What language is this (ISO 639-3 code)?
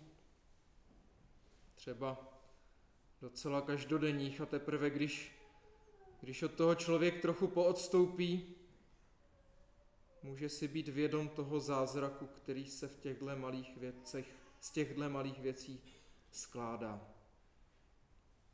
ces